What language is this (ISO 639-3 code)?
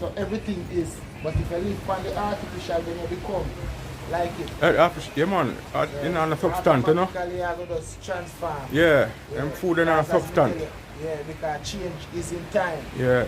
jam